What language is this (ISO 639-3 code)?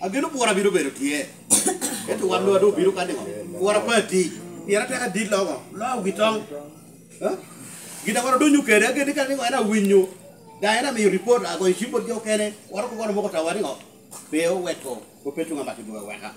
laj